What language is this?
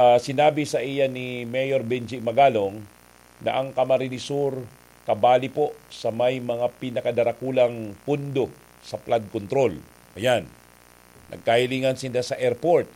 Bikol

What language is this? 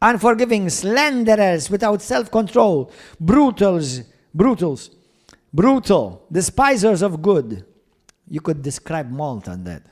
English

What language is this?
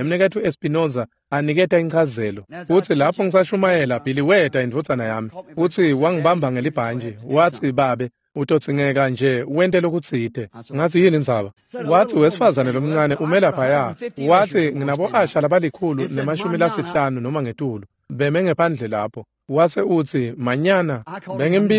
Swati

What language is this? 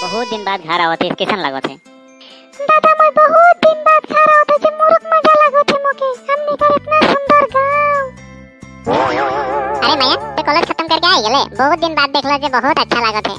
Sadri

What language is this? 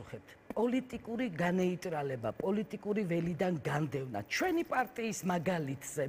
Georgian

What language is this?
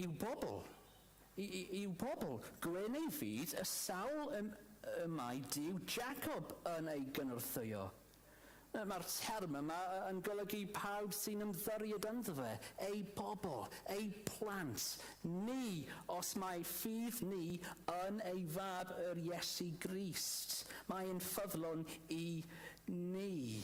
Welsh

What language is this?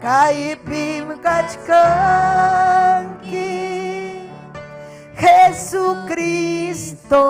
Ayacucho Quechua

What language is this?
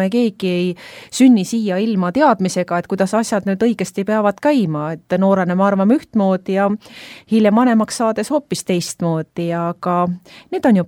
Estonian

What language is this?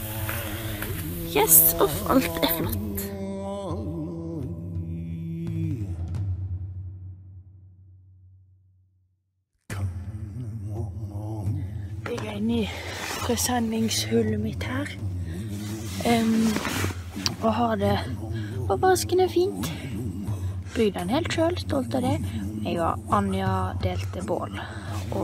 Norwegian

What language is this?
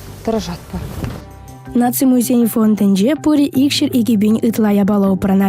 Chuvash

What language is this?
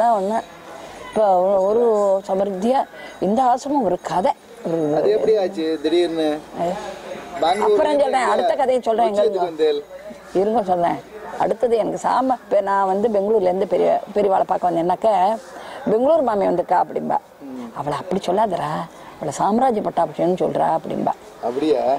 Tamil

